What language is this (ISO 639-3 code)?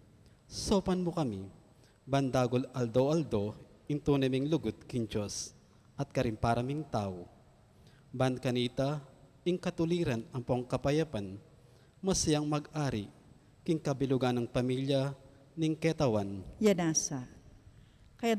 pam